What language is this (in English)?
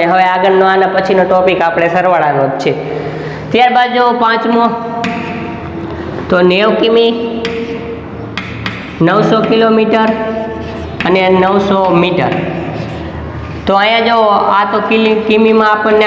Gujarati